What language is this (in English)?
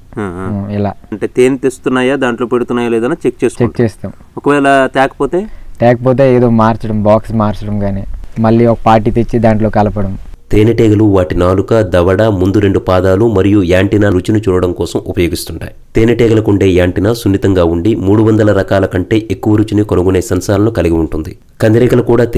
Telugu